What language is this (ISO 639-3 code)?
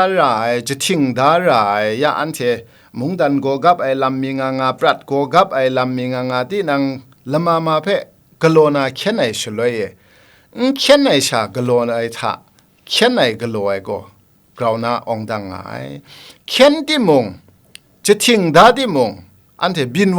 kac